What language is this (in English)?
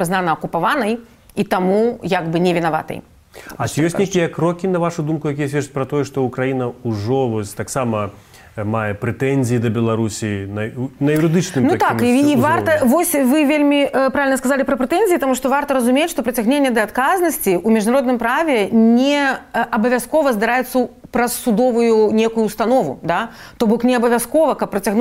Belarusian